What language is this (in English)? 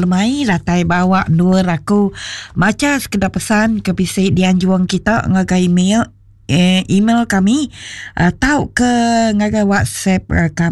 Iban